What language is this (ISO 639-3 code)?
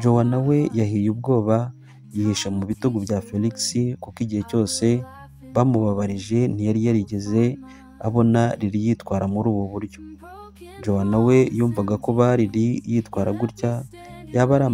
kin